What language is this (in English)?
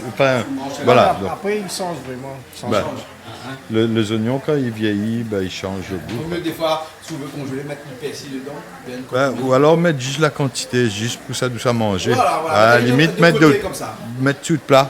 Réunion Creole French